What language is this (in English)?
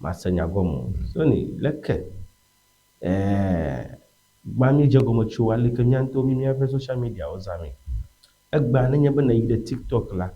Ewe